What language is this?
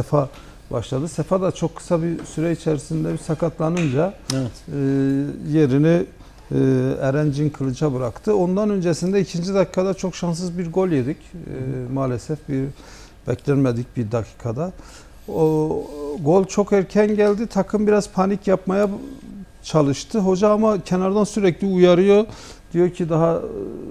Turkish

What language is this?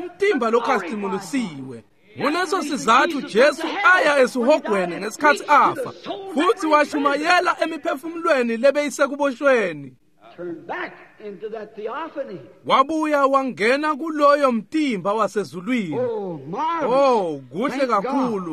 Swati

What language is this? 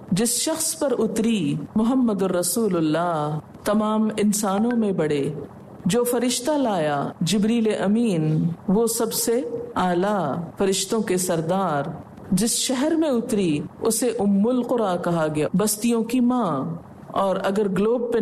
Urdu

